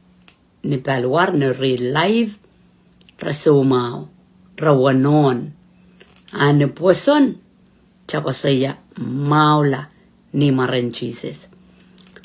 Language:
Pohnpeian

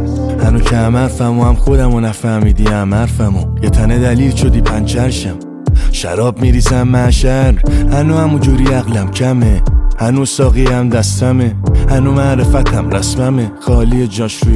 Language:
Persian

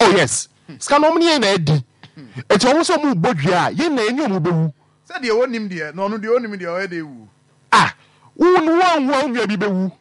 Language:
Akan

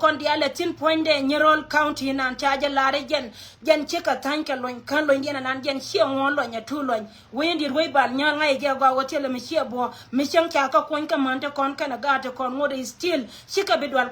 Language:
Nuer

